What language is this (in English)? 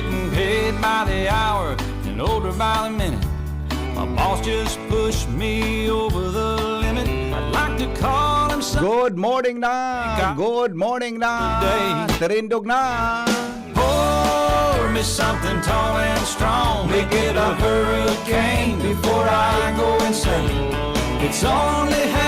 Bikol